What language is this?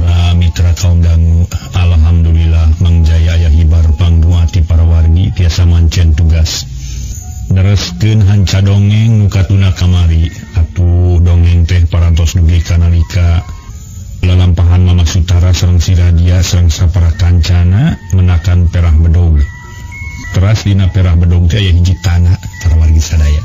Sundanese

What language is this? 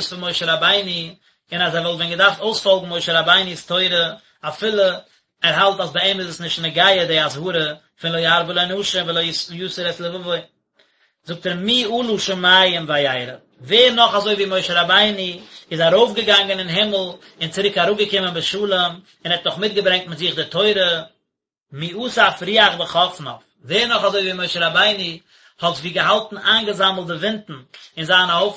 Yiddish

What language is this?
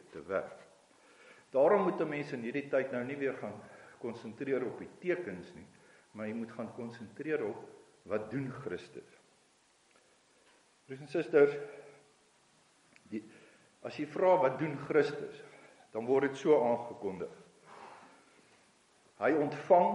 Afrikaans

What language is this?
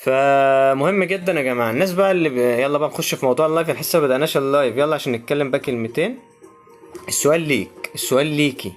Egyptian Arabic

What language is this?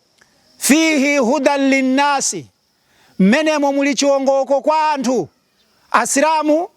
Nyanja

